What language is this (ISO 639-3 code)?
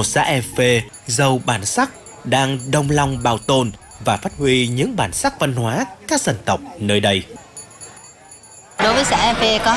vie